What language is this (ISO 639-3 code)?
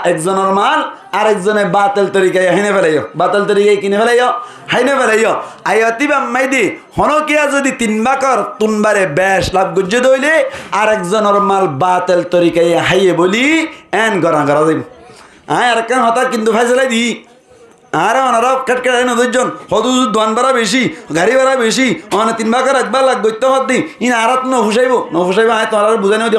rhg